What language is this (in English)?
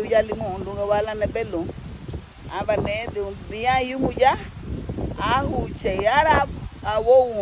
Garifuna